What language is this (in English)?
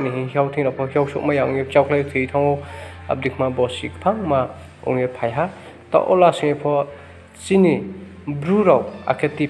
Riang (India)